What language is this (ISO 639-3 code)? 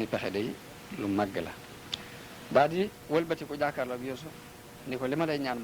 wol